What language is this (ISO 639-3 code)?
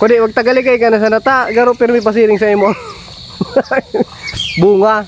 bik